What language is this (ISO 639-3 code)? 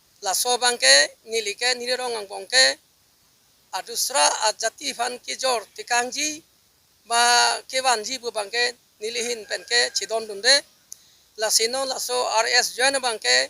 mjw